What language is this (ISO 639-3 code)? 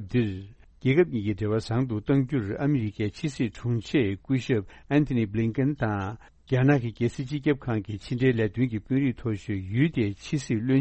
bod